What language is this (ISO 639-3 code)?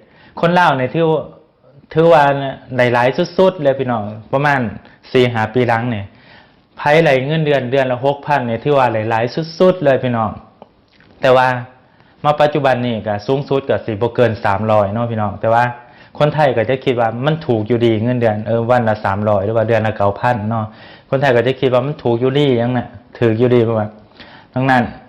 lao